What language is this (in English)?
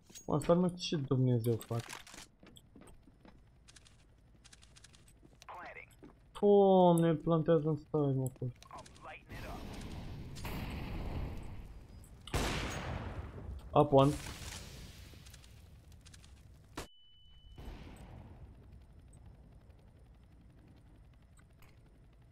Romanian